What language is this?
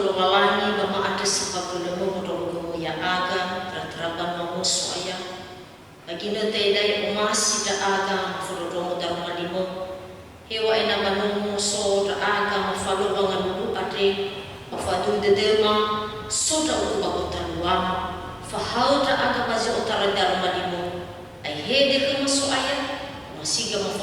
Nias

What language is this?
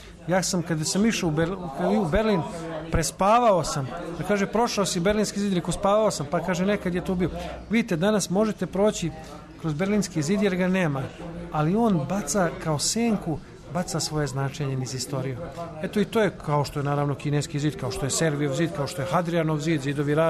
Serbian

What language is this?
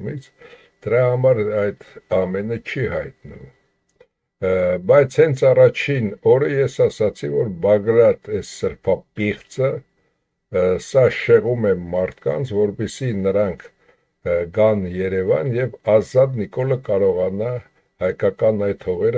Armenian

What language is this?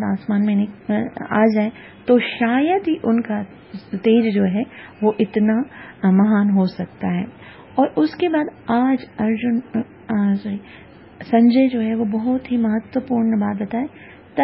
Hindi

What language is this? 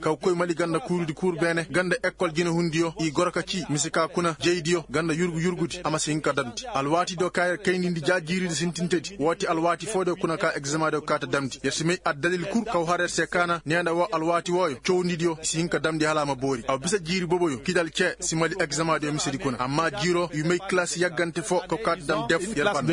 Koyraboro Senni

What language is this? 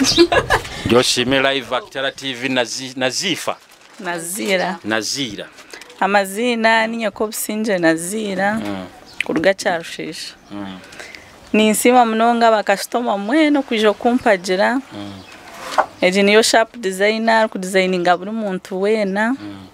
Nyoro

